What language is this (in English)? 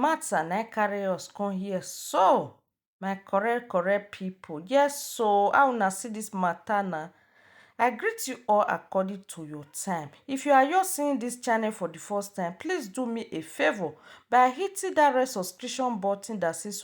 Nigerian Pidgin